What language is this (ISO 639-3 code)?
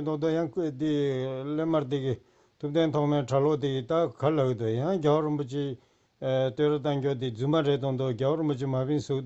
bod